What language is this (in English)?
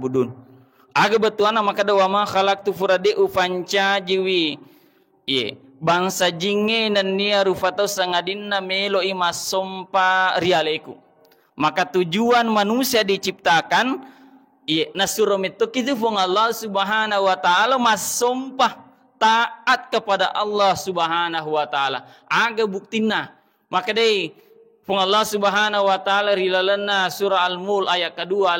Buginese